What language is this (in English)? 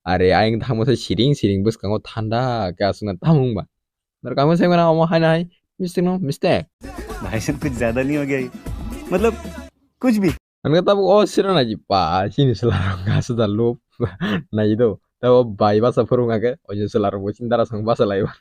Kok Borok